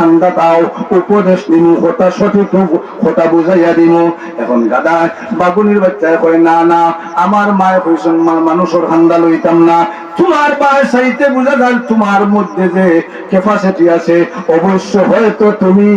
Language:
Sylheti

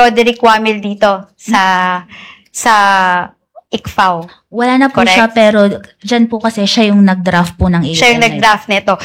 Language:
Filipino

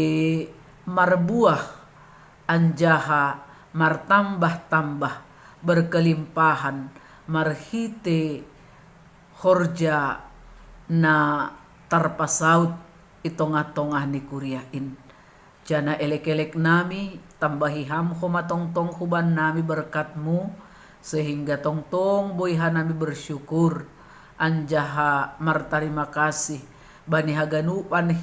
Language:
Batak Simalungun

